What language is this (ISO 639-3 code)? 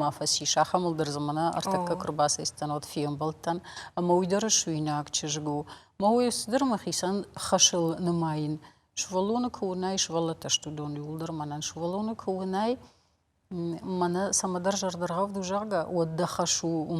oss